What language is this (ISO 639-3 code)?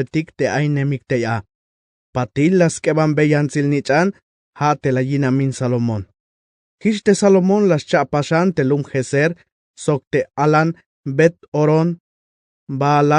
tzh